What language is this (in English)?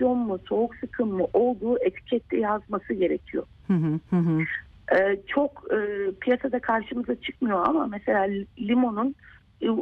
Turkish